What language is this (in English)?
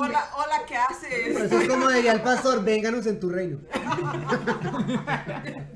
Spanish